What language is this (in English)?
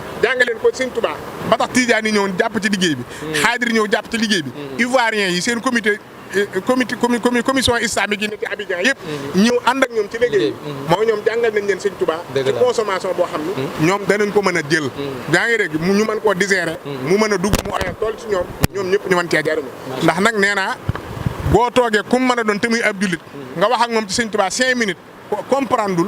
Wolof